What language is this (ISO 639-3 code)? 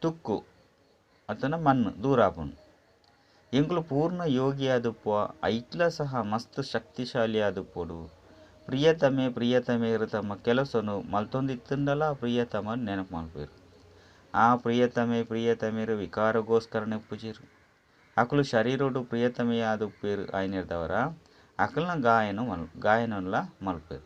tcy